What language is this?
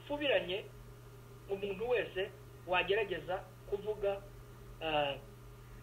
Kinyarwanda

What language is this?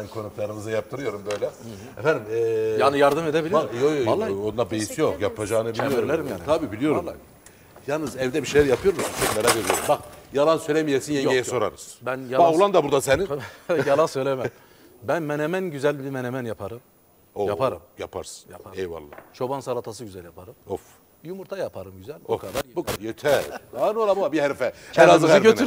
Turkish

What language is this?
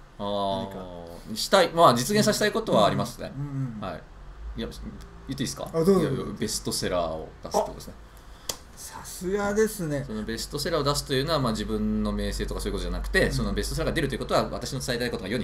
Japanese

